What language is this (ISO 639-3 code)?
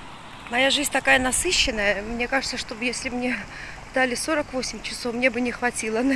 rus